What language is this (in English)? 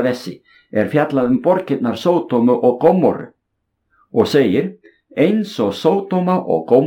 Icelandic